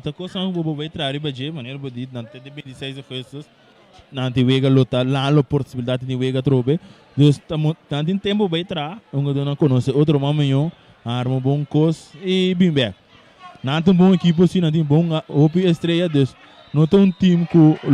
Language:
Papiamento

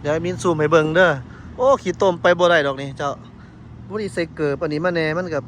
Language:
Lao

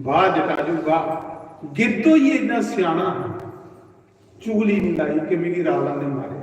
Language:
Dogri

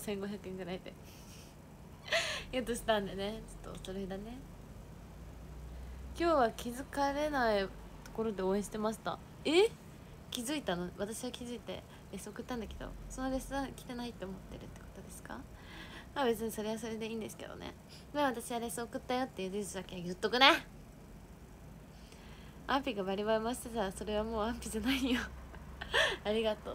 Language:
Japanese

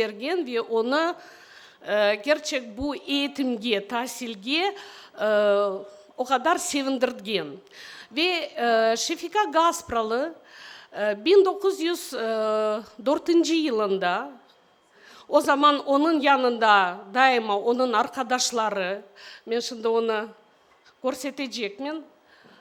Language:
Crimean Tatar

